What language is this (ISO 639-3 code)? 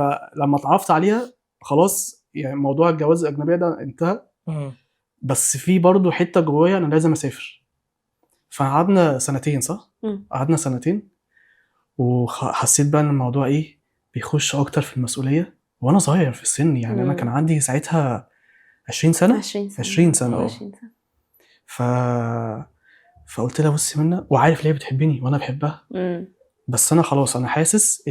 arz